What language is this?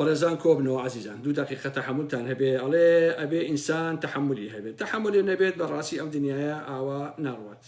Central Kurdish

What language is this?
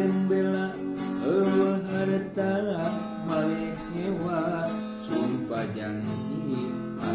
Sundanese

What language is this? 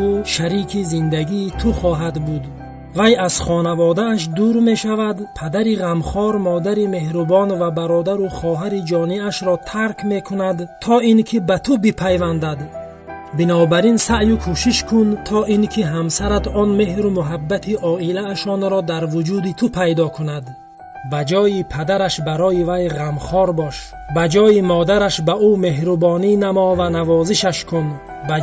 Tajik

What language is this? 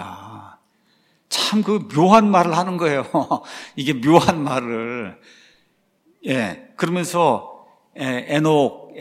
Korean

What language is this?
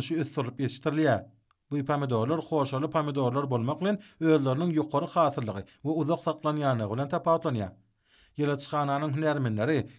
Turkmen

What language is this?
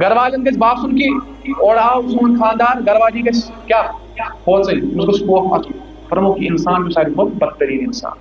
Kashmiri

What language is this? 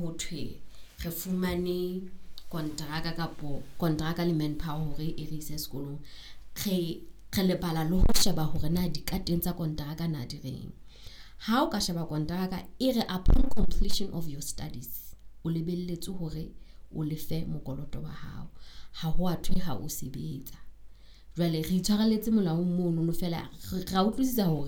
Southern Sotho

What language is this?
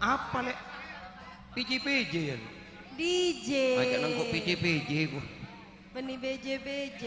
Madurese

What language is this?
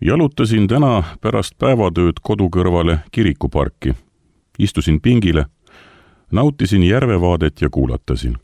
Estonian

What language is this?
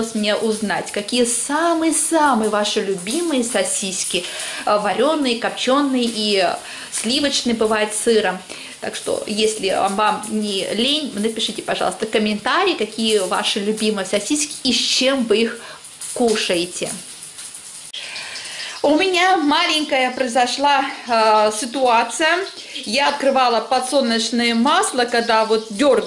Russian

